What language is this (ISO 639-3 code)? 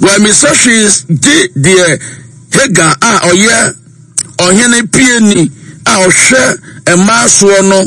aka